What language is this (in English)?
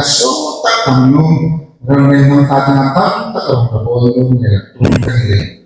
Hmar